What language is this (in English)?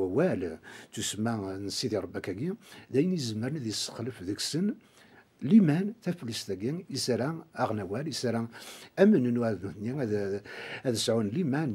Kabyle